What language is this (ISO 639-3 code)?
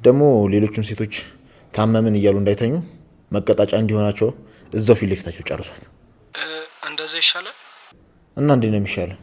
amh